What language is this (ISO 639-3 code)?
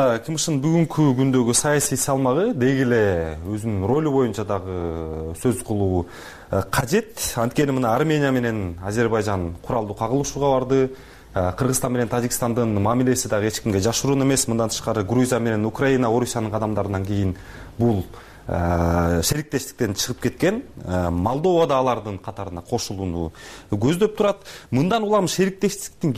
kir